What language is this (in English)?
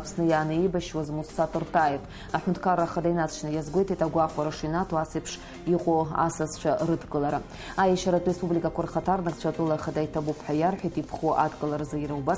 Abkhazian